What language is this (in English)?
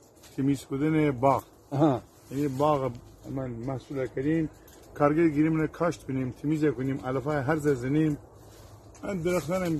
Gilaki